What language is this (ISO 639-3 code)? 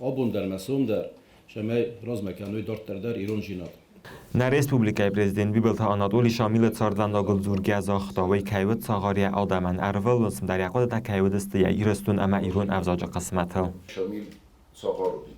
oss